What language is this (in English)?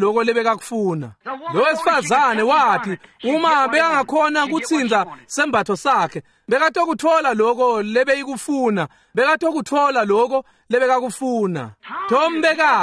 Swati